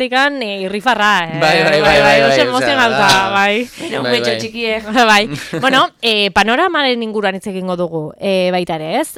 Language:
Basque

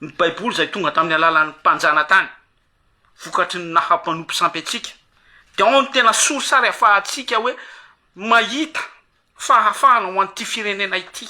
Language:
Malagasy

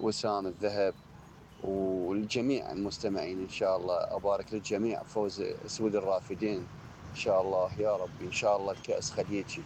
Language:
Mesopotamian Arabic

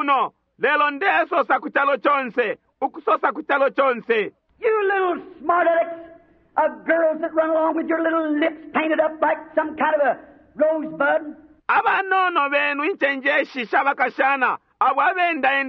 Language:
Bemba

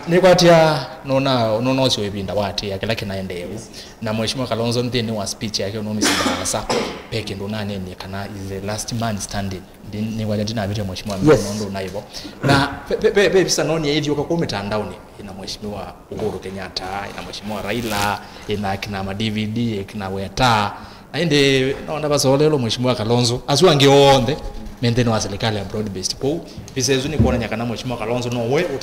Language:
Kamba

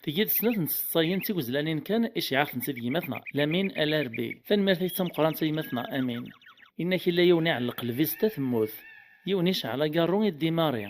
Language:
Kabyle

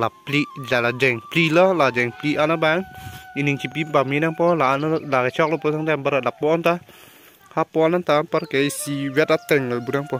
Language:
Karbi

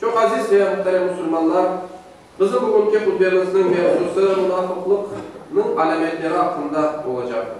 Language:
Crimean Tatar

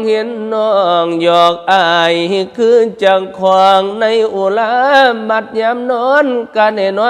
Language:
Northeastern Thai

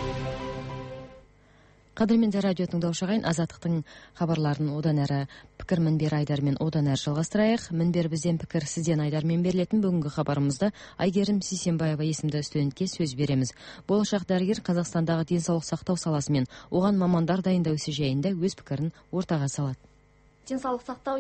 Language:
Kazakh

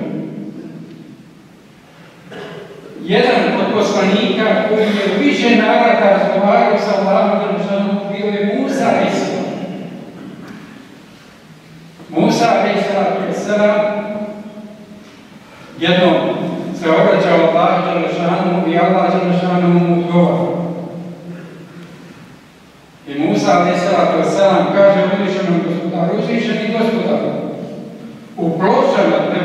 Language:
Bosnian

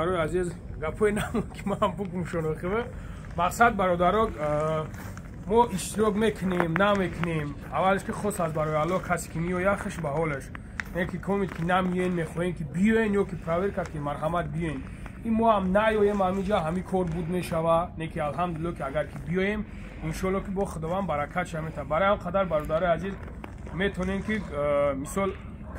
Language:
Tajik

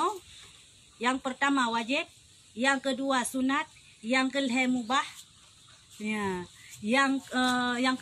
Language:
Achinese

